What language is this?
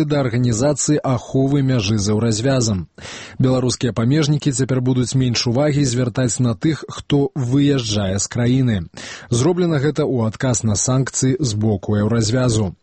Belarusian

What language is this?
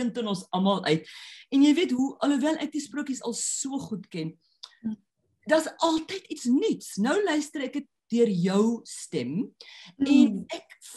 Afrikaans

